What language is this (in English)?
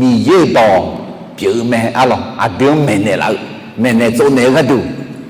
Akha